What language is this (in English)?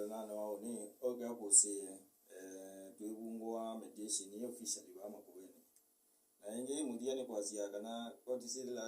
Kamba